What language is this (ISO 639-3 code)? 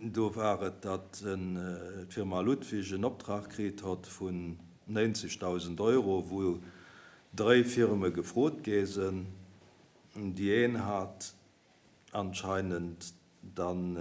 ltz